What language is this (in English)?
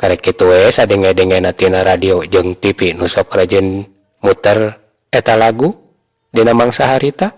Sundanese